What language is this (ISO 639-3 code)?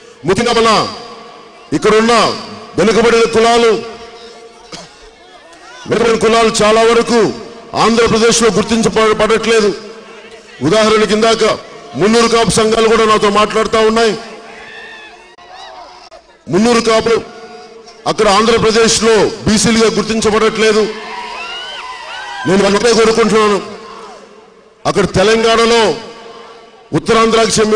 tel